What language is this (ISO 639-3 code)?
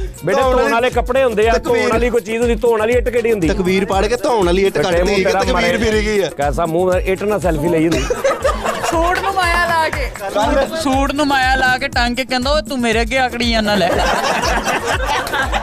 pan